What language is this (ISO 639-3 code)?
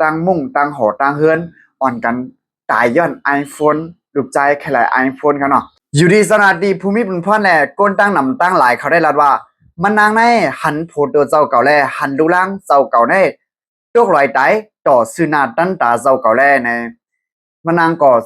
shn